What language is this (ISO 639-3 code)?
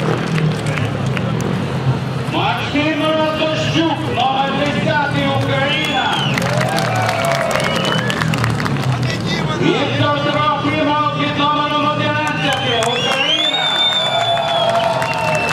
ukr